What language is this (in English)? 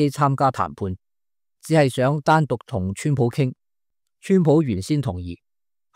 Cantonese